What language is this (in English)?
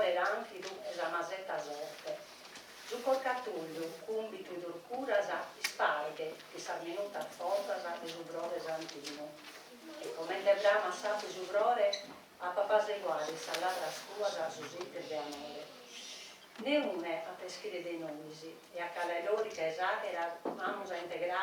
Sardinian